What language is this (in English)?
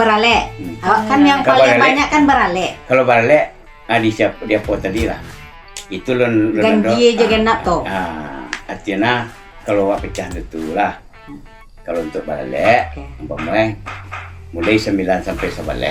Minangkabau